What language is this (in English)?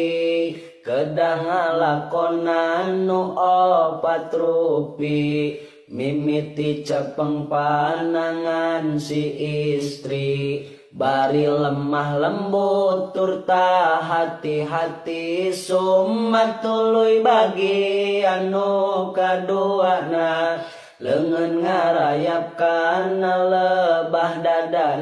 Sundanese